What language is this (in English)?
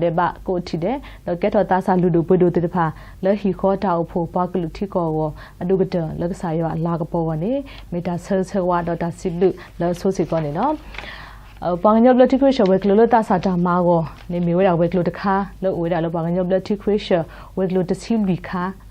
S'gaw Karen